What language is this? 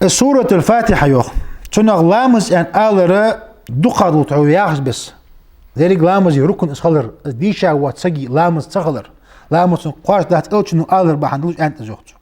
Ingush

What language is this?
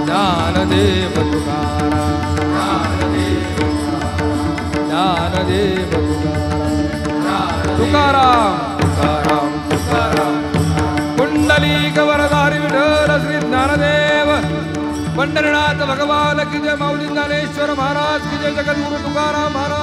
Marathi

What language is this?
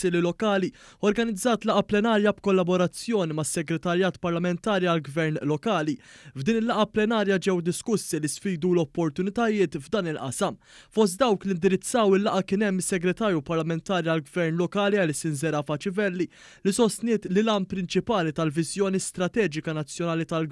Maltese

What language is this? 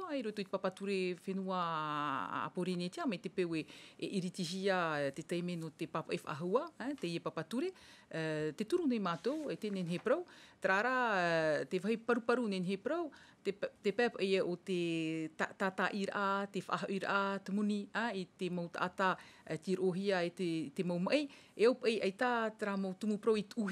Tahitian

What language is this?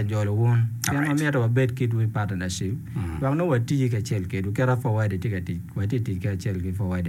Acoli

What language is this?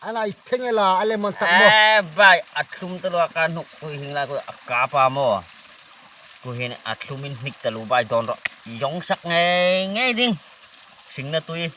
Hmar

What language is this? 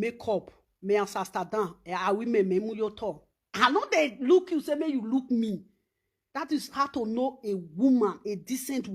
Nigerian Pidgin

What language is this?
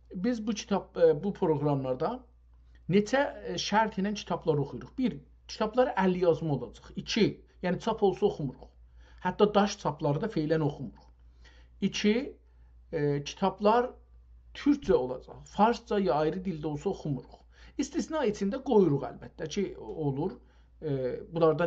South Azerbaijani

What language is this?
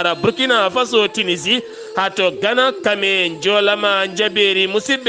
Fula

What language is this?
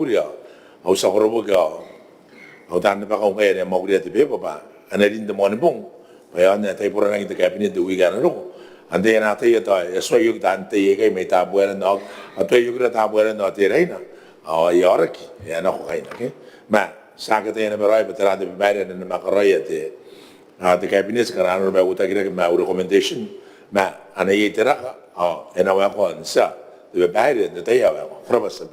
Gilbertese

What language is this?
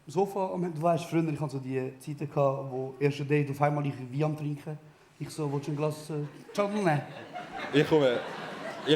Swiss German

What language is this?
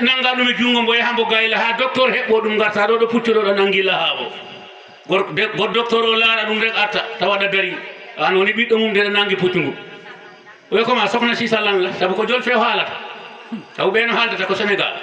Fula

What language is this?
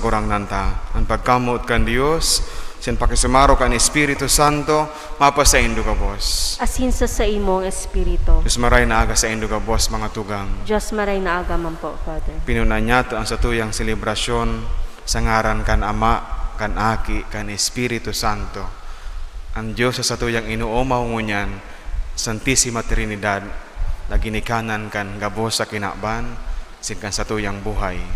Bikol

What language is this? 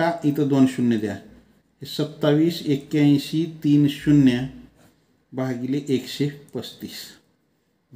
Marathi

